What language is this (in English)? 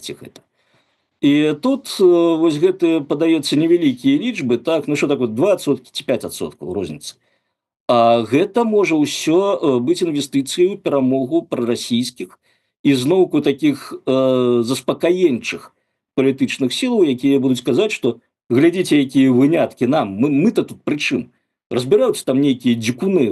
Belarusian